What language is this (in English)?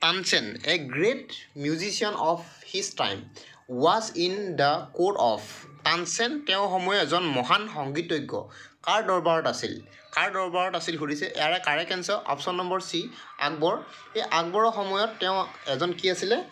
Assamese